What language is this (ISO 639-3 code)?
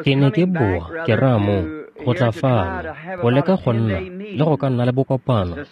tsn